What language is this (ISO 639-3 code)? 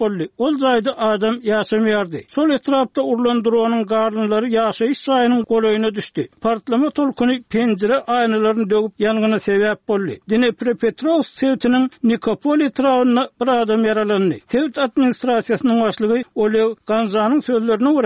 tuk